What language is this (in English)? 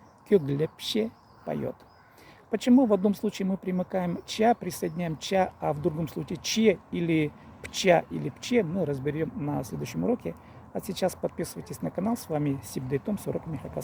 Khakas